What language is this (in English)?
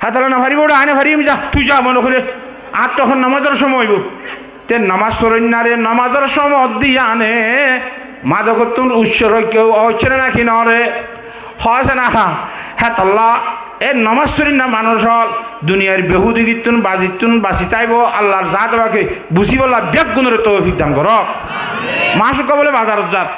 Rohingya